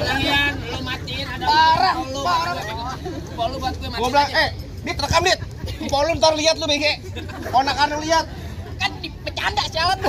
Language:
Betawi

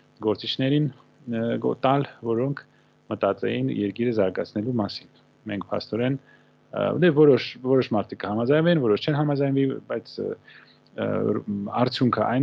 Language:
Armenian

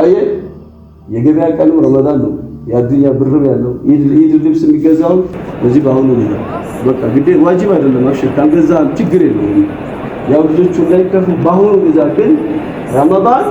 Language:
Amharic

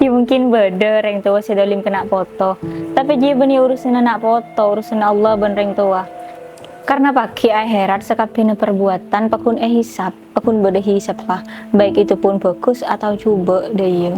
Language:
Madurese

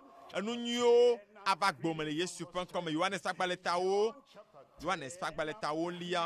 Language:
Ewe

